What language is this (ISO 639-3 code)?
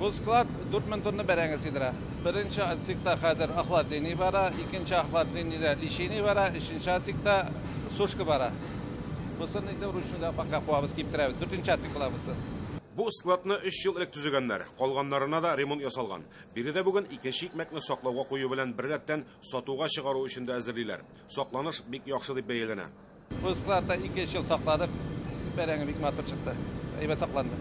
tat